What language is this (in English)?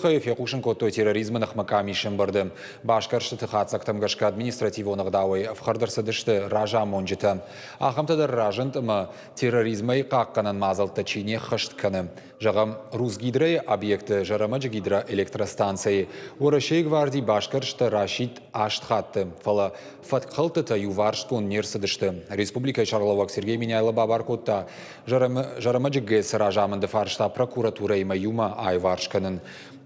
Ossetic